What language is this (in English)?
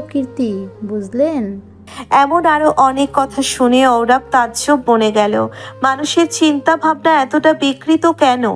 Bangla